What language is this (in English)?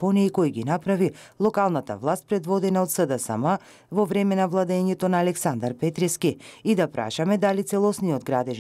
Macedonian